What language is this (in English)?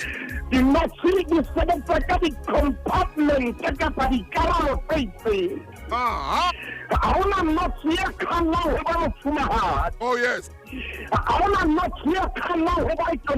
Southern Sotho